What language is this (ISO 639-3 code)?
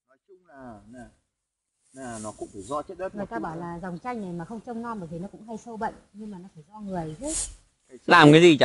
vie